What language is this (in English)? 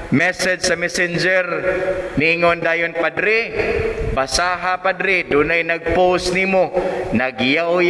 Cebuano